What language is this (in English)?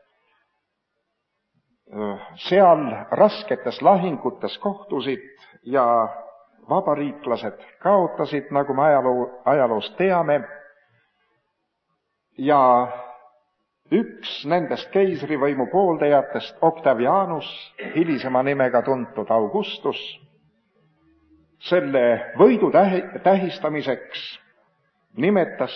Estonian